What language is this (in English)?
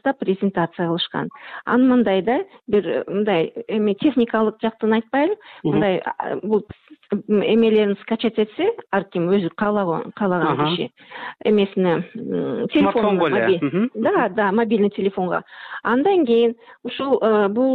Kyrgyz